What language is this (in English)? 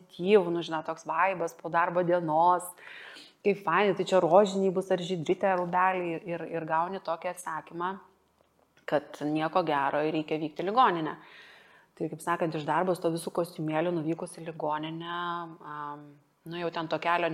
Lithuanian